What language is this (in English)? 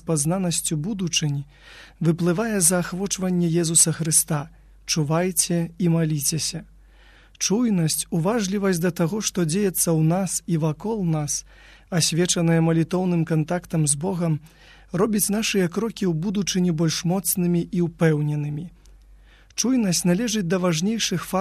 Belarusian